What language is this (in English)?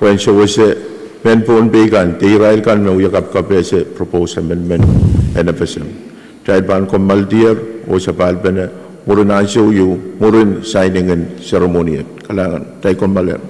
Pohnpeian